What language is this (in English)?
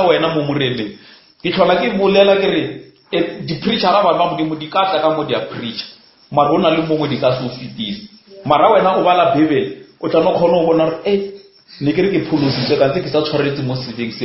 Northern Sotho